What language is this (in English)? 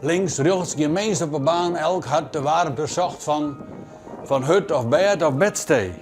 Western Frisian